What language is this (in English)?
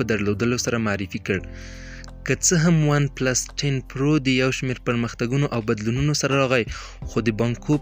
Pashto